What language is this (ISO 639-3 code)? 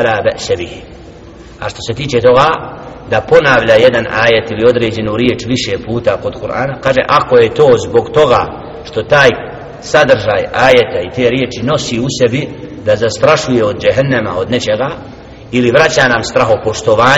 bos